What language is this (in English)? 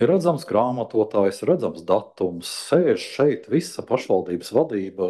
Latvian